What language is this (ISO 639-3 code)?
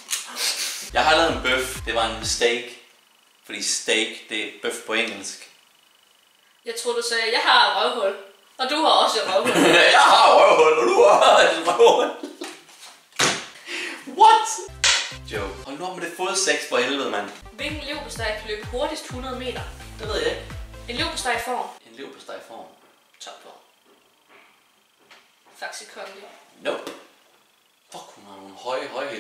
dan